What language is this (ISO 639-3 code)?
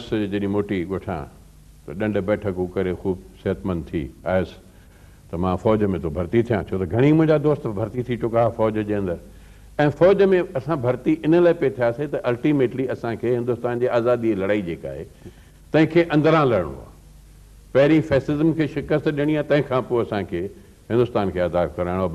snd